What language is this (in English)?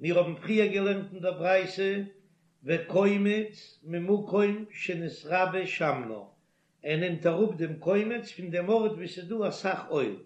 Yiddish